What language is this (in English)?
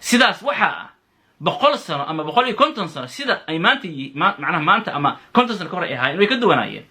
Somali